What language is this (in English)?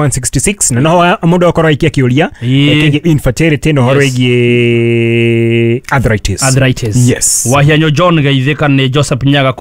Kikuyu